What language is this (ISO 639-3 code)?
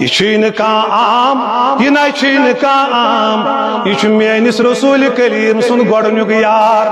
kas